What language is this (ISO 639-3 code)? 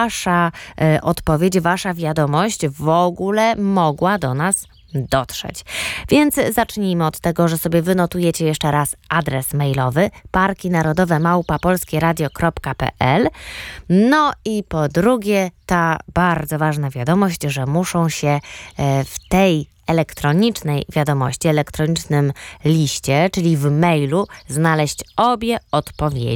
pol